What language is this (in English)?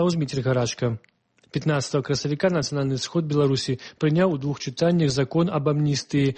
Belarusian